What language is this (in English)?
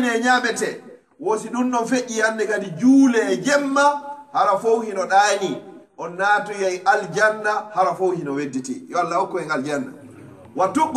Pular